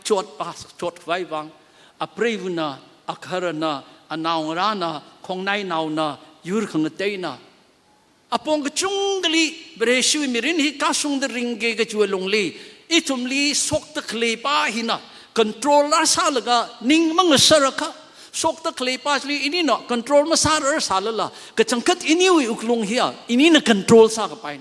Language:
Tangkhul Naga (India)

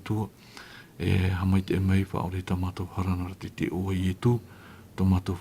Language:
Tahitian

